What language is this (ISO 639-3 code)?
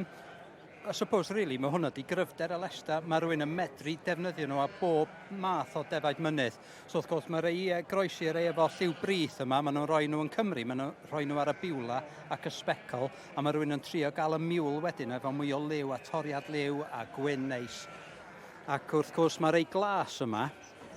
cym